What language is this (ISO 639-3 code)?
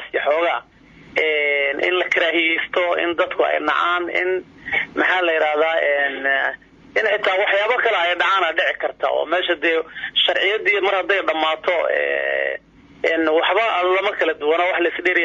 som